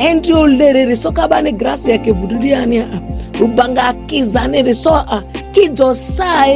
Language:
Ma'di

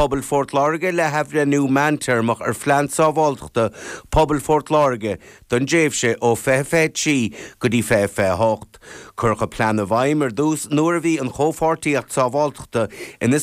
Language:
Irish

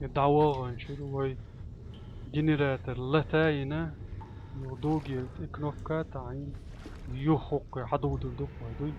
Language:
Chechen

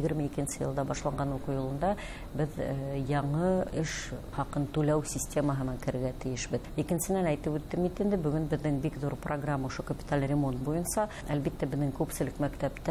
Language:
Bashkir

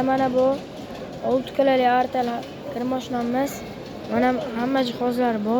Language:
Uzbek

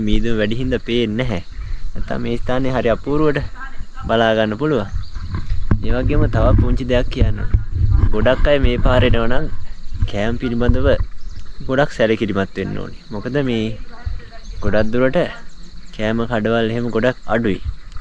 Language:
Sinhala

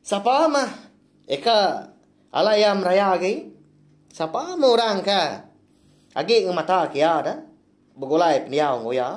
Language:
Iban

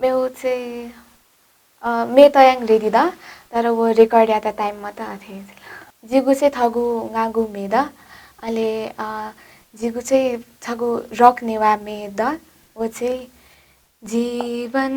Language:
Newari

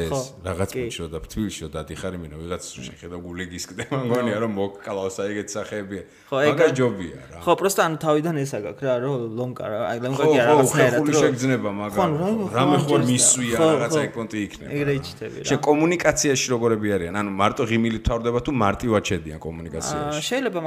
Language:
Georgian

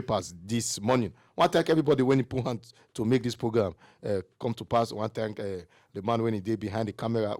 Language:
Nigerian Pidgin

